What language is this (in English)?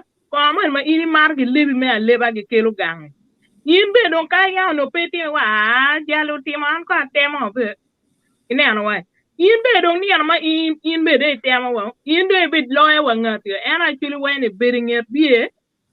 Acoli